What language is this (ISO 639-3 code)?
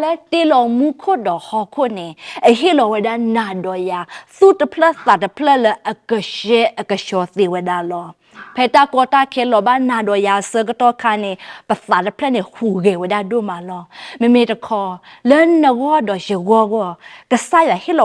ksw